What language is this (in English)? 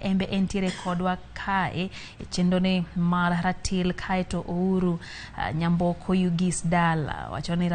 Luo (Kenya and Tanzania)